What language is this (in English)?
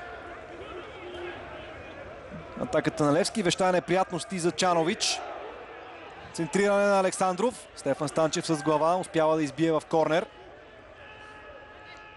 Bulgarian